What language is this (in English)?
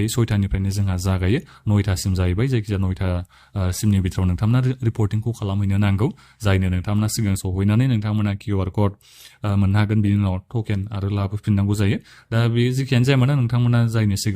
Bodo